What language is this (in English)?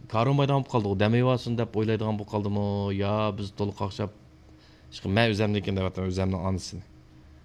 Uyghur